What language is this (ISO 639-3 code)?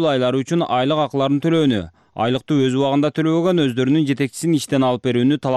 kir